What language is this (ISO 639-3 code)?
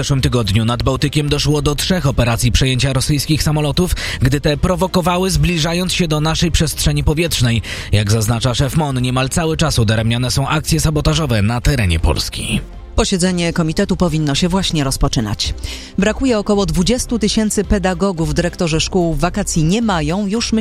pol